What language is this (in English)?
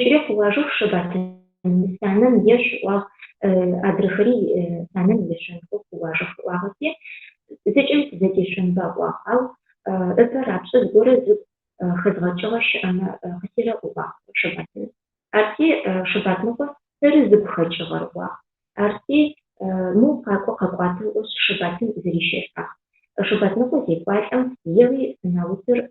Adyghe